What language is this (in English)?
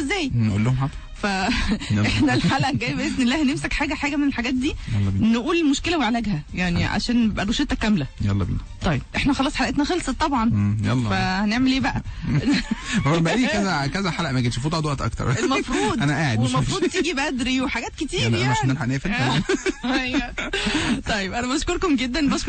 Egyptian Arabic